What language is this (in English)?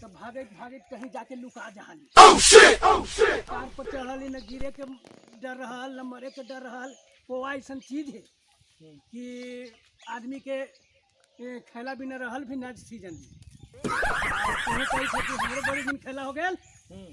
Magahi